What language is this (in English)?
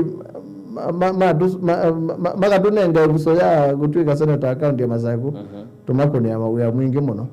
Kamba